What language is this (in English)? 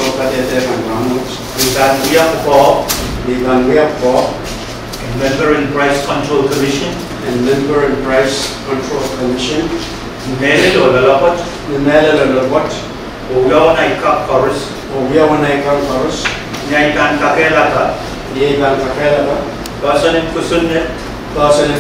Pohnpeian